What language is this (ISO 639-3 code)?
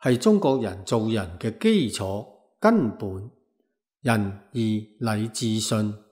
yue